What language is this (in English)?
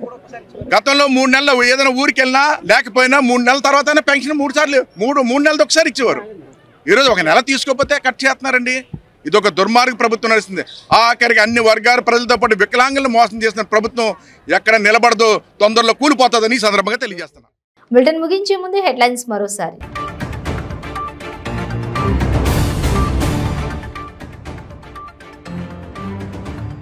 Telugu